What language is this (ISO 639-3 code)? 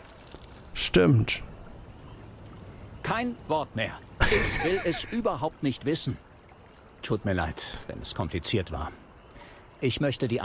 deu